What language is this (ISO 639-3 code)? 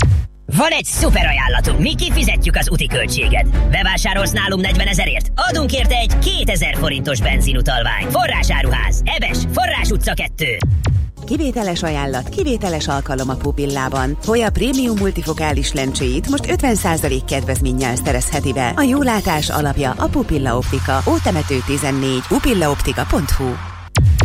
hun